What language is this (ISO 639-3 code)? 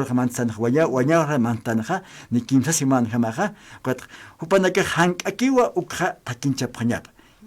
aym